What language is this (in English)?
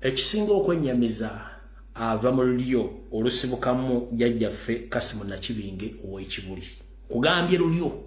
Ganda